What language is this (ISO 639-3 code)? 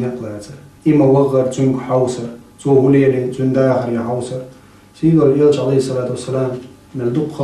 che